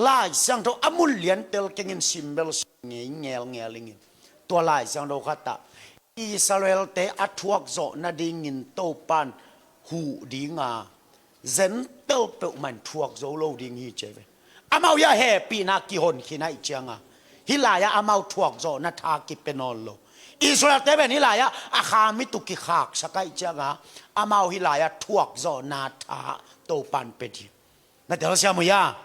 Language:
Tedim Chin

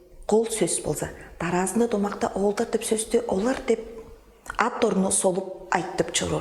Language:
Tuvinian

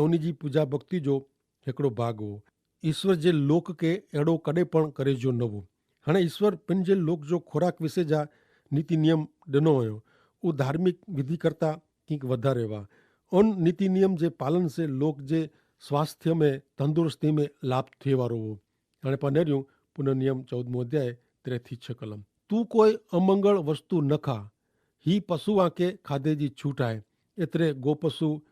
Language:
Kachhi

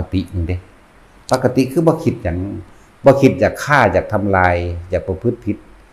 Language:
Northeastern Thai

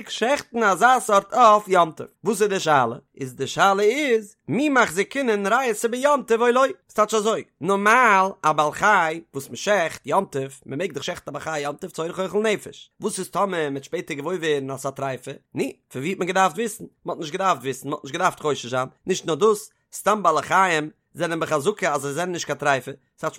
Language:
Yiddish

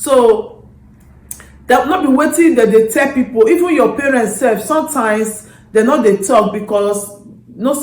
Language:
Nigerian Pidgin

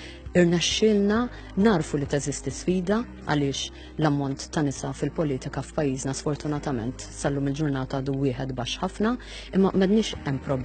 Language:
Maltese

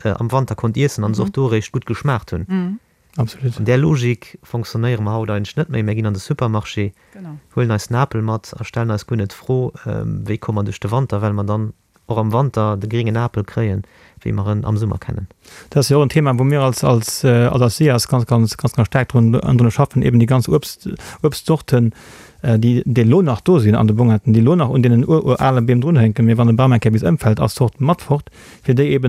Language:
Luxembourgish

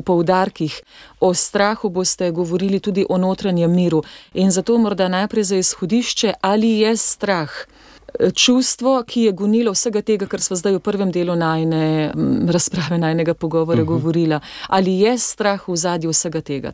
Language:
Slovenian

